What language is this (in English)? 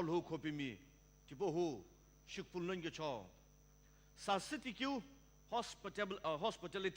Sumi Naga